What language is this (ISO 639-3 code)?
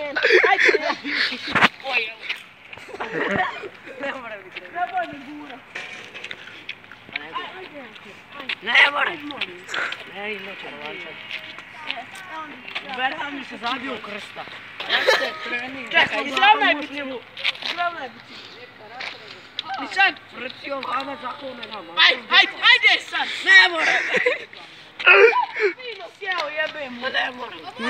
bos